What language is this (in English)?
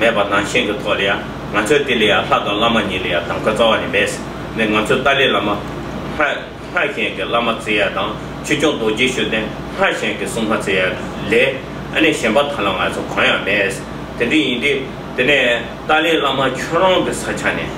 Tibetan